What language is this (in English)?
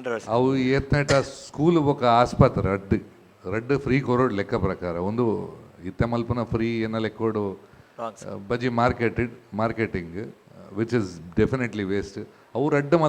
Tulu